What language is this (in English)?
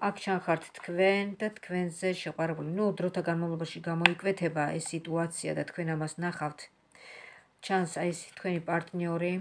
Georgian